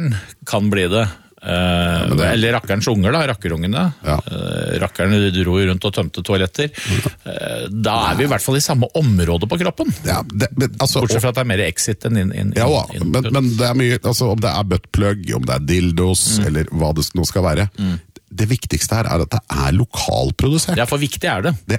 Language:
Norwegian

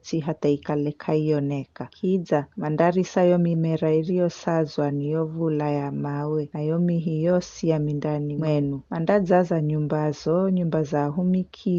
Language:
Giryama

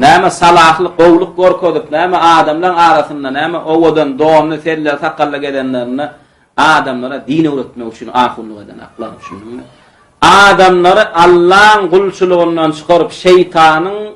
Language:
Turkmen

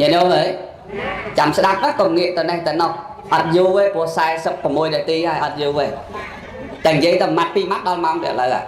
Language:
Khmer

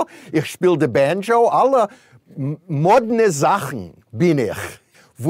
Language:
Yiddish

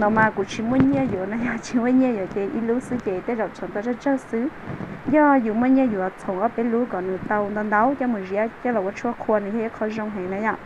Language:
Hmong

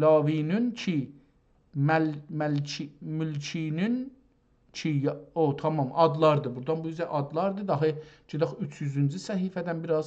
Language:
South Azerbaijani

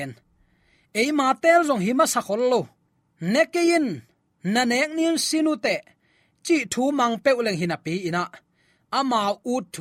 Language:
Tedim Chin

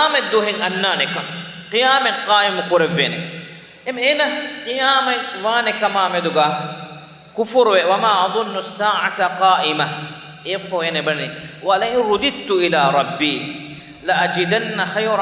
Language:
Divehi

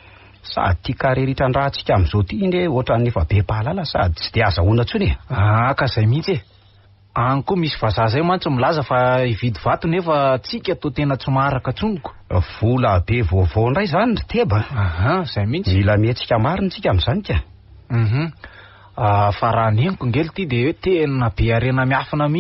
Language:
Malagasy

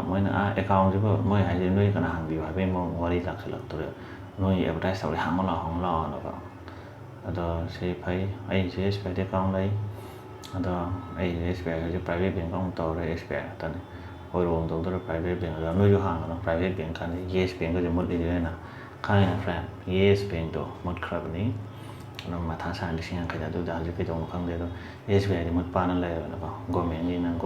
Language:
Manipuri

